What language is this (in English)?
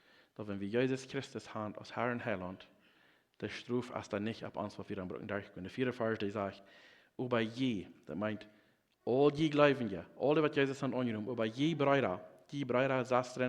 Plautdietsch